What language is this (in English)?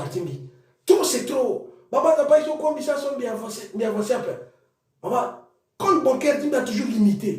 Sango